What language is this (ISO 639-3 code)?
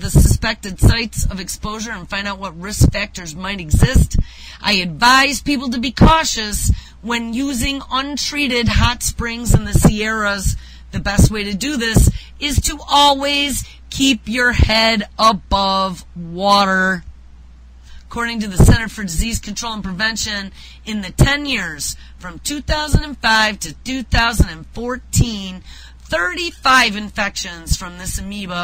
eng